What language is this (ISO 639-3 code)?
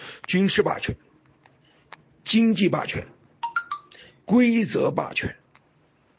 zho